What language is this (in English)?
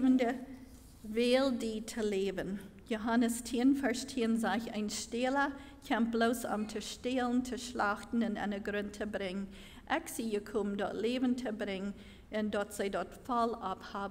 Plautdietsch